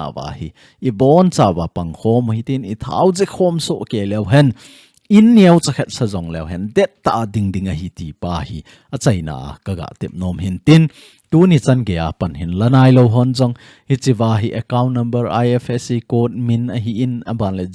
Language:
Thado Chin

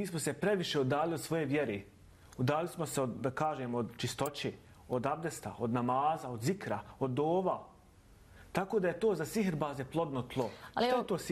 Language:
Bosnian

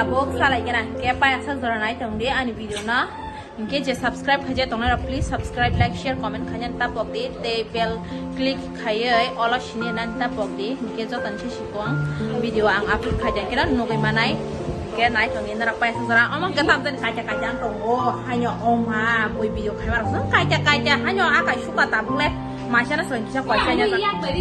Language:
Kok Borok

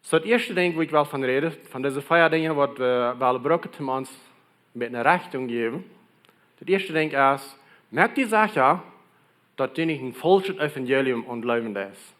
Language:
Plautdietsch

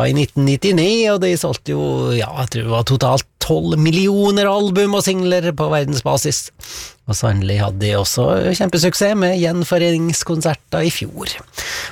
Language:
Norwegian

